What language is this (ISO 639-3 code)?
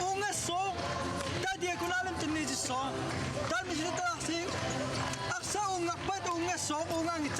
kal